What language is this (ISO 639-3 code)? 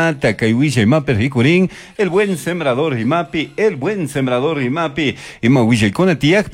qug